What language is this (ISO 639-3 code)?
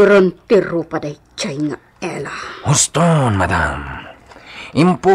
ilo